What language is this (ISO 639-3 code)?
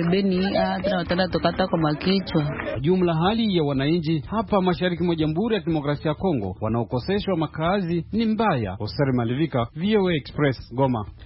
swa